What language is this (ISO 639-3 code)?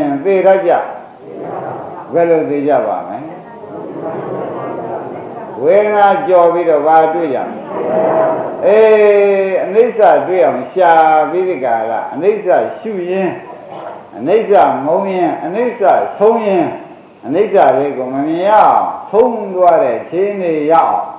mya